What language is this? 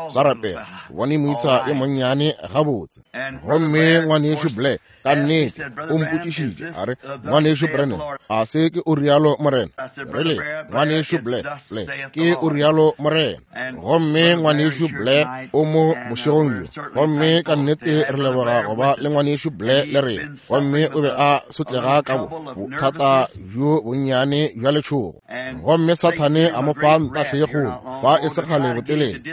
Northern Sotho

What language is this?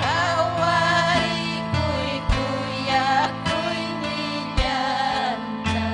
Ayacucho Quechua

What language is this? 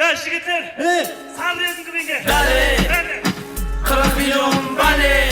Kara-Kalpak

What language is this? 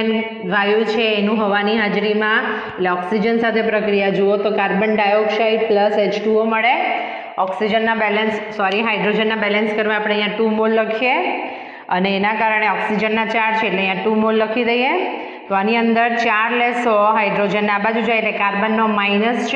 Gujarati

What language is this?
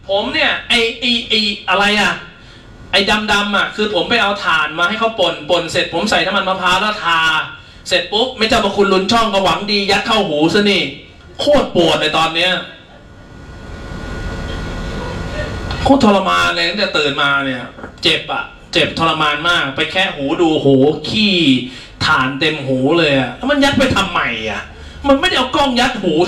Thai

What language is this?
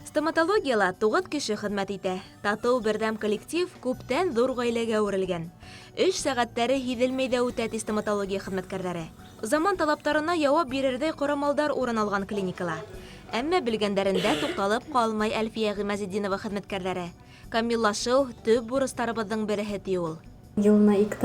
Bashkir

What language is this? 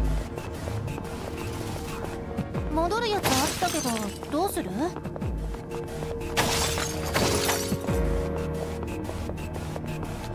Japanese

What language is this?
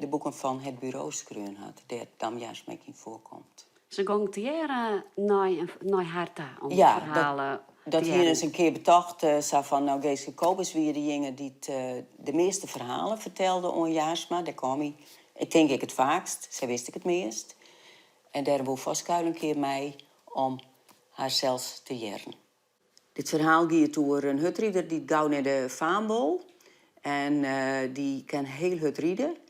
Western Frisian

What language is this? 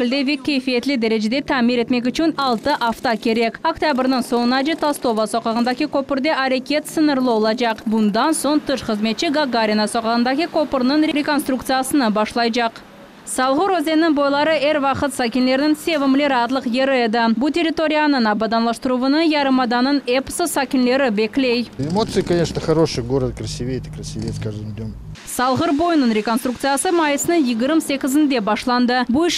Crimean Tatar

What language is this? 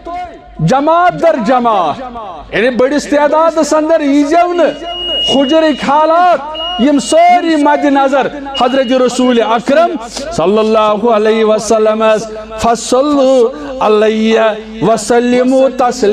Kashmiri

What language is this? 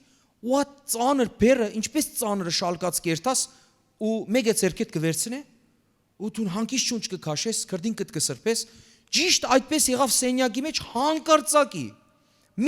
Western Armenian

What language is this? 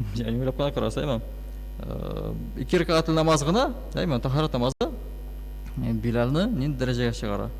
Tatar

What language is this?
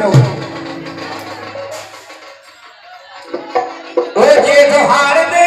Punjabi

